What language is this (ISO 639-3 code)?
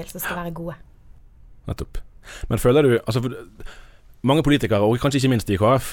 nor